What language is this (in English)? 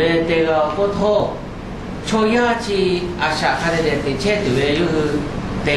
Lahu